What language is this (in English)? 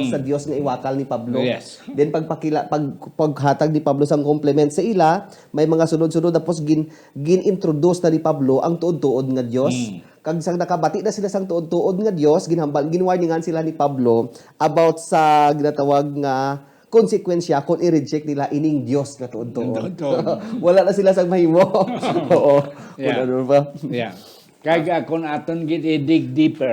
Hiligaynon